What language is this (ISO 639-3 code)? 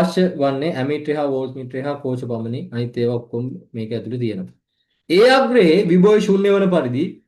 sin